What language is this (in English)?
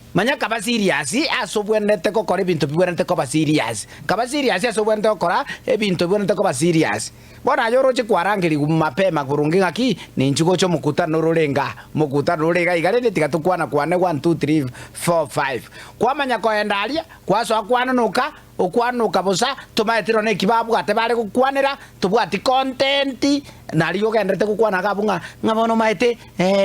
Gusii